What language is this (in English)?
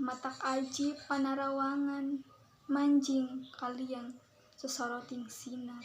Sundanese